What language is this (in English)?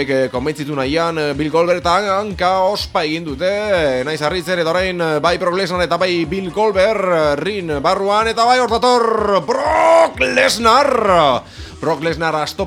Basque